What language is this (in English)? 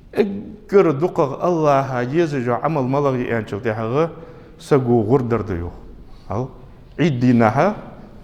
Ingush